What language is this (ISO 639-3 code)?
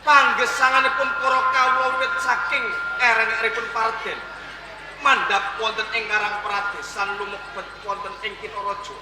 jav